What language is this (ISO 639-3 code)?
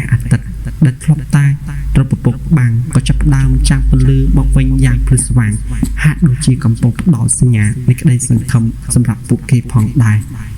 khm